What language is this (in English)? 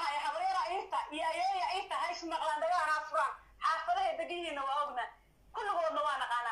Somali